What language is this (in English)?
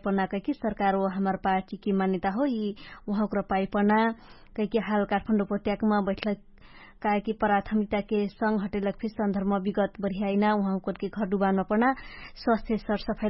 Dangaura Tharu